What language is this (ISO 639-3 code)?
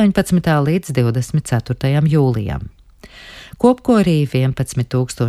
lav